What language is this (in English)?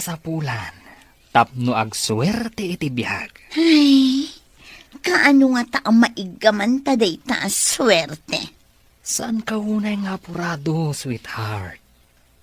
Iloko